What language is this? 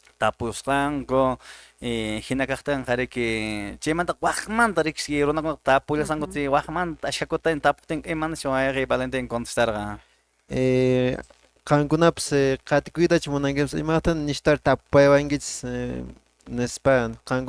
Quechua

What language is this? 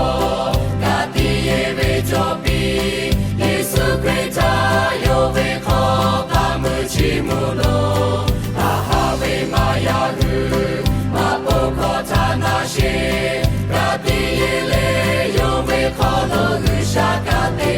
Lahu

